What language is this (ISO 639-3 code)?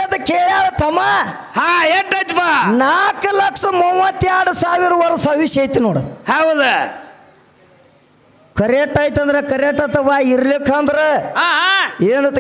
kan